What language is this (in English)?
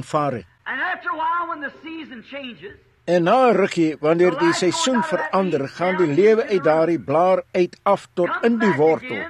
Afrikaans